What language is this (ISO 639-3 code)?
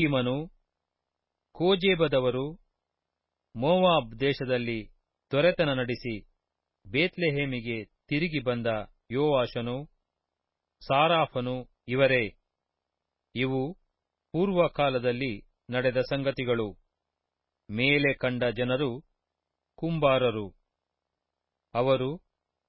kan